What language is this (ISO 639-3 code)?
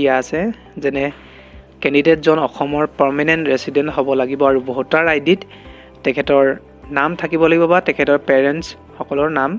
asm